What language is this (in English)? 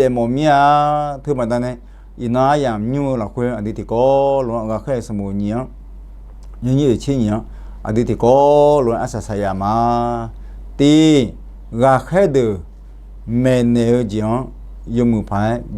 Akha